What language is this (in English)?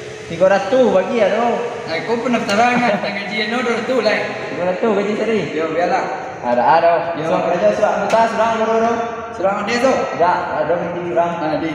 Minangkabau